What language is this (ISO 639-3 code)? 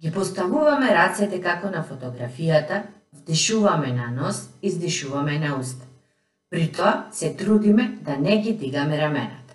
mkd